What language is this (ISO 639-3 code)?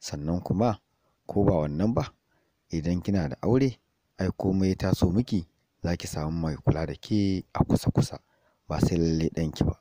hau